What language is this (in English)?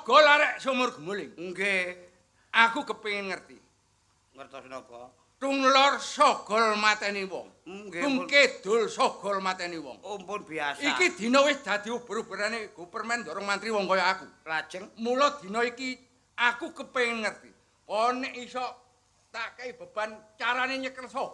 Javanese